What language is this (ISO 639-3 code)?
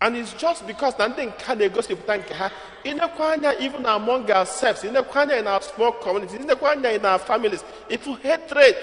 ibo